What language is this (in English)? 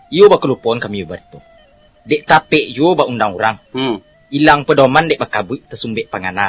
Minangkabau